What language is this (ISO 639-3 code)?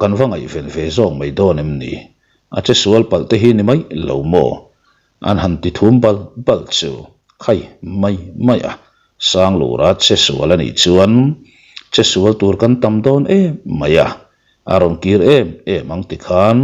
lus